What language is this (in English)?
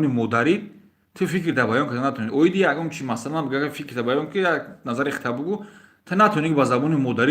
Tajik